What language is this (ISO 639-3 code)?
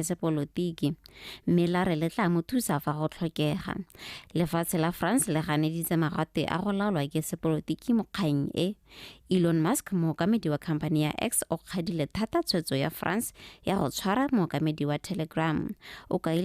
tsn